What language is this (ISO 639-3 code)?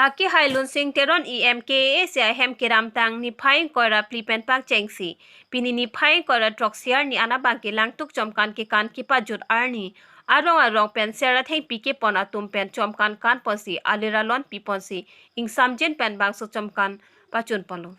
mjw